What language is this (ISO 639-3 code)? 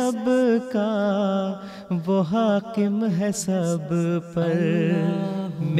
urd